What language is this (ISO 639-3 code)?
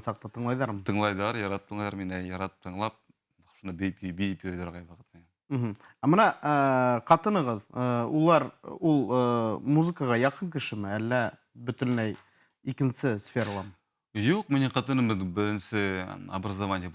bak